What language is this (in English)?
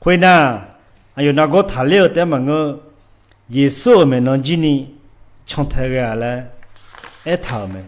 Akha